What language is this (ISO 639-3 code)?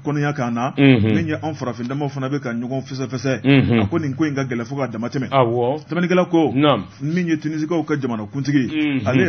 bam